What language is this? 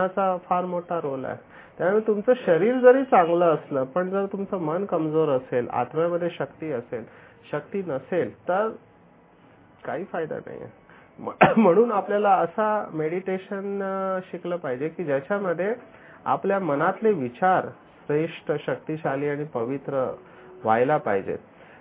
Marathi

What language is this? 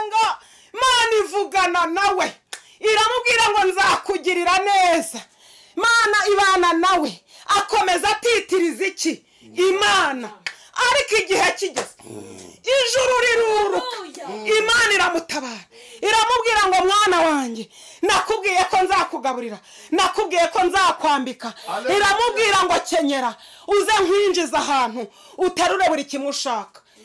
Kinyarwanda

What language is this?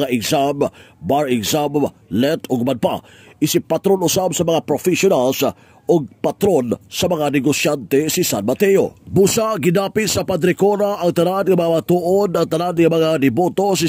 Cebuano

